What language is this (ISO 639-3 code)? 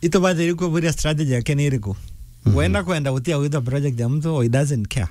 mer